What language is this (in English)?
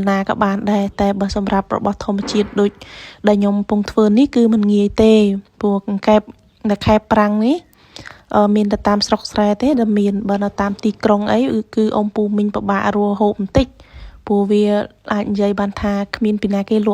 Khmer